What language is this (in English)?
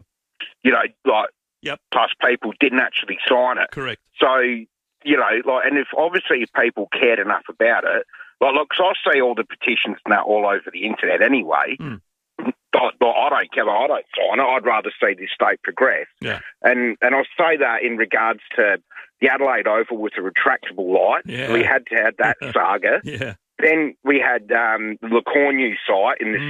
English